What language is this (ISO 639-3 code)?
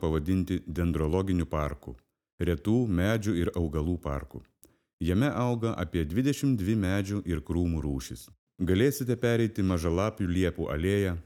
lit